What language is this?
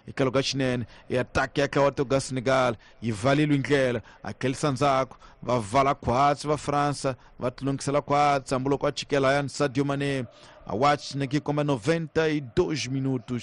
Tsonga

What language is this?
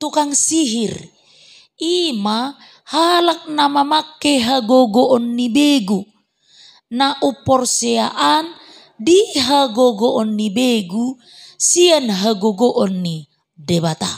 Batak Toba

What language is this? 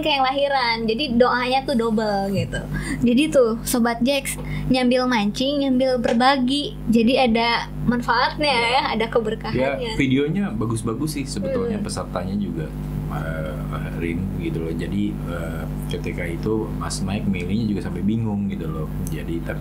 Indonesian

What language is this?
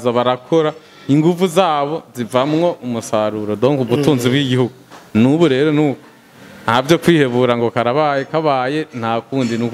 Rundi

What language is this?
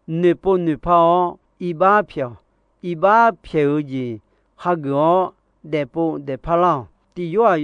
Akha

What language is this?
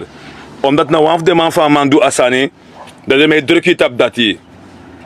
Sranan Tongo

